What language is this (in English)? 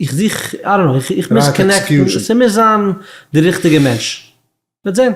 Yiddish